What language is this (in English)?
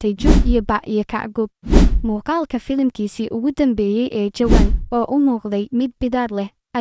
Somali